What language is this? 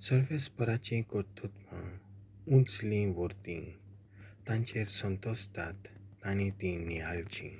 Konkani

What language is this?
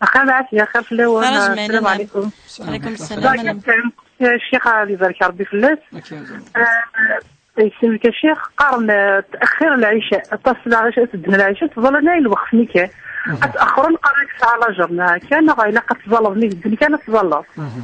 Kabyle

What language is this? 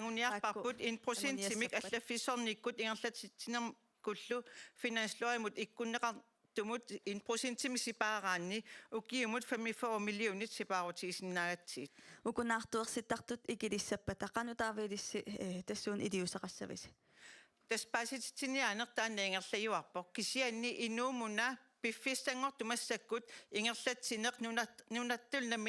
Kalaallisut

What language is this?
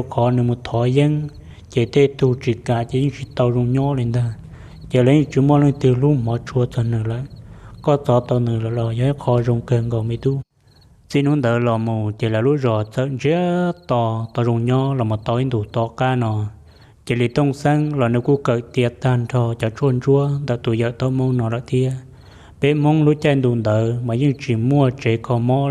Hmong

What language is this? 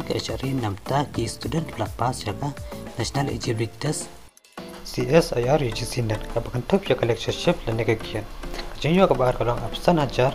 Khasi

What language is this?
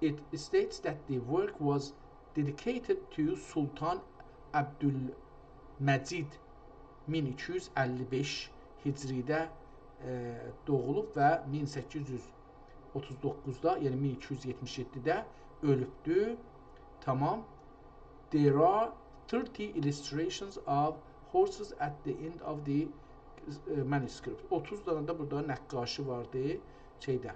South Azerbaijani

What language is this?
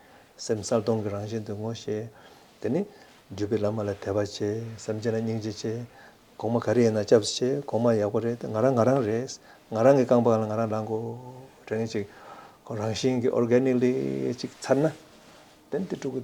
Tibetan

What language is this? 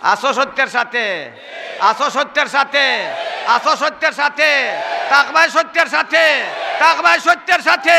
Sylheti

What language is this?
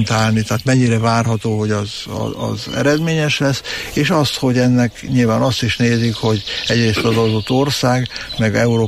Hungarian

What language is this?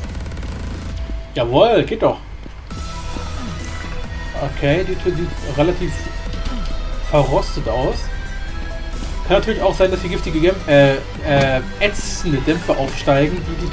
German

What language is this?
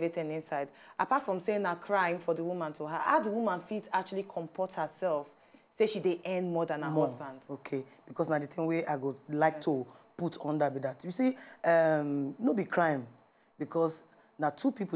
Nigerian Pidgin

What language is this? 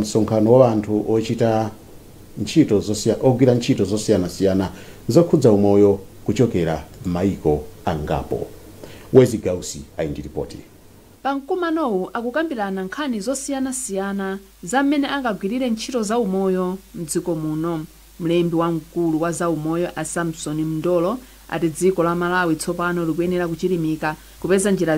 Nyanja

